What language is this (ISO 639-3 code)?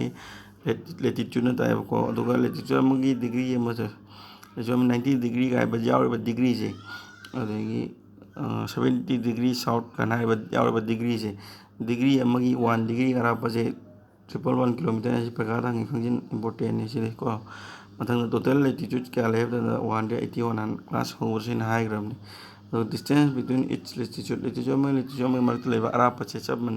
mni